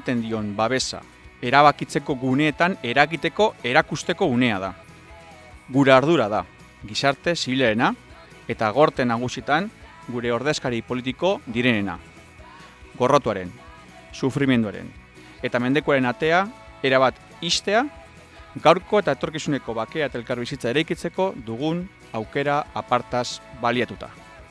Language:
Basque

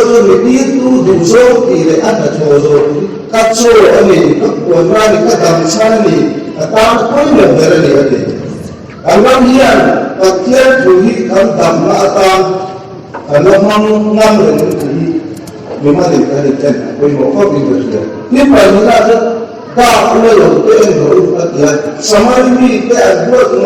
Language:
Mizo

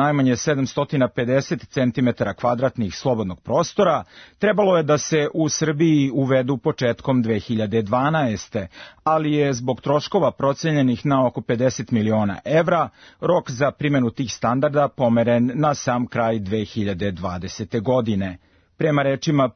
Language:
Serbian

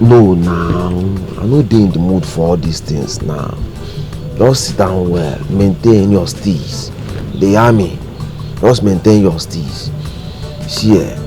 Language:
Nigerian Pidgin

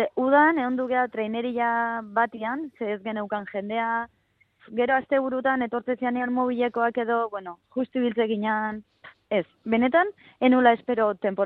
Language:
Basque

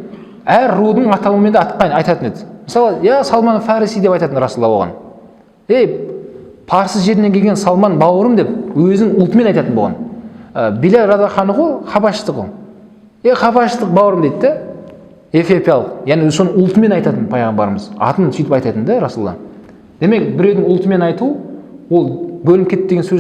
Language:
Kazakh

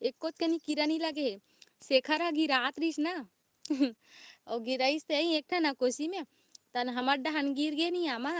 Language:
Chhattisgarhi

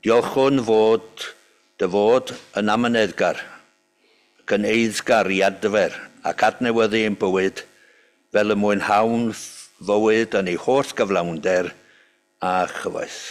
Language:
Welsh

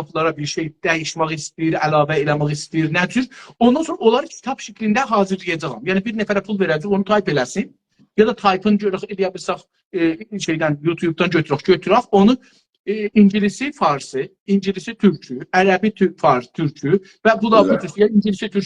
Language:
South Azerbaijani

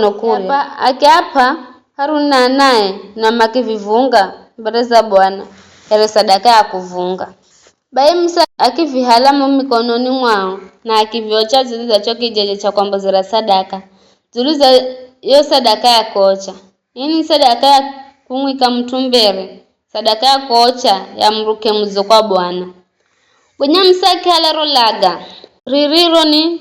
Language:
Giryama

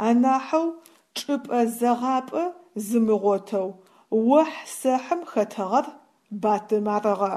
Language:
Adyghe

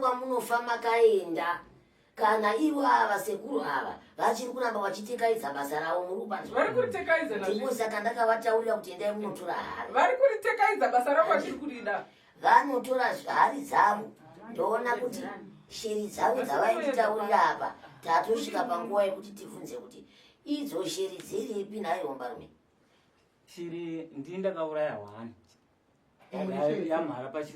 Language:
Shona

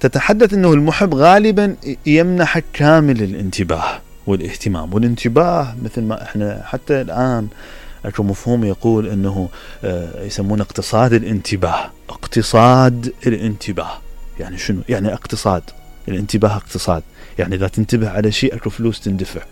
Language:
Mesopotamian Arabic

